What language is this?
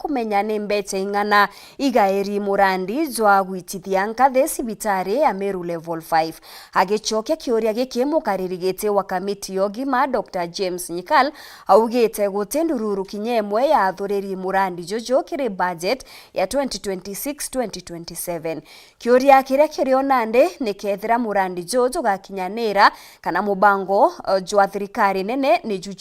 Meru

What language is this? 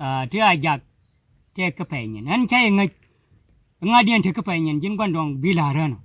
Dinka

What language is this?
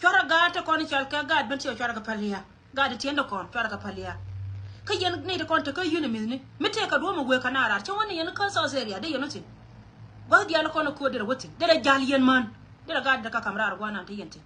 Nuer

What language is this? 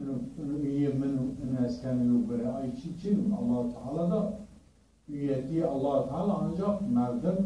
Zaza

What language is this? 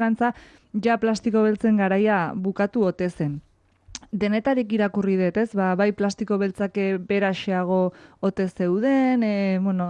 Basque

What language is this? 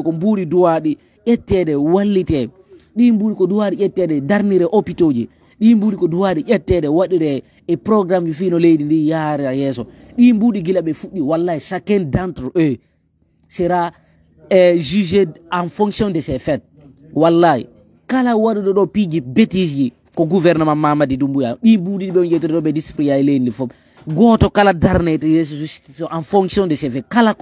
Fula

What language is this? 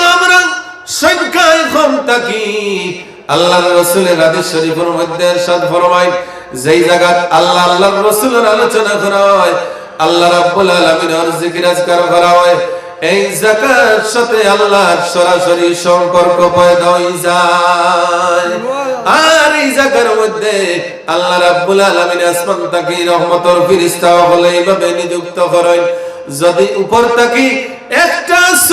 Sylheti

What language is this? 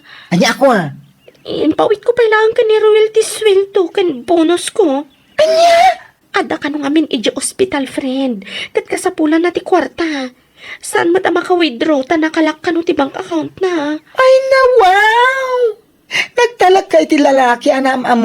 Iloko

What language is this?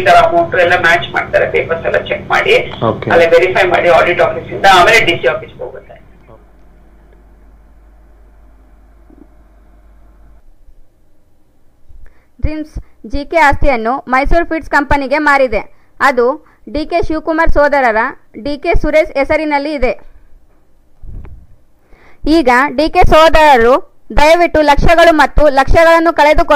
Kannada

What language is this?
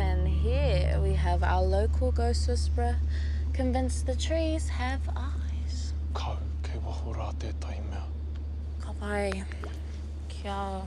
Māori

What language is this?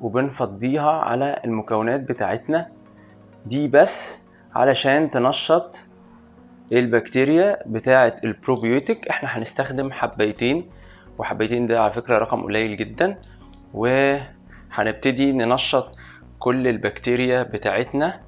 Egyptian Arabic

